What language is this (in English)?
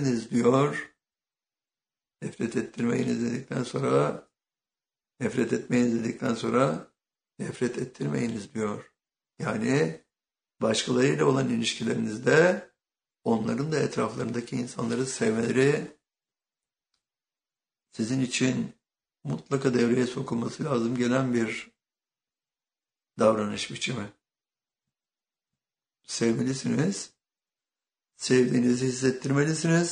Turkish